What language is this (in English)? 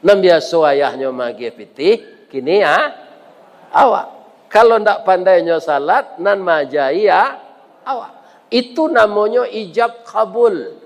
Minangkabau